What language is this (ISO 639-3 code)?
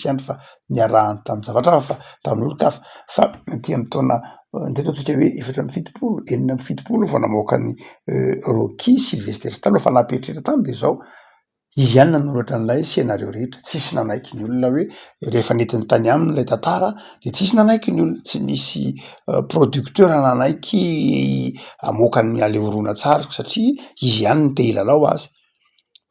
mlg